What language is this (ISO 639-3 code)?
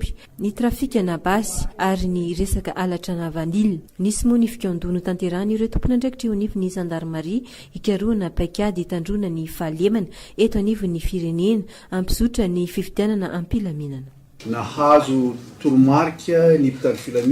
mlg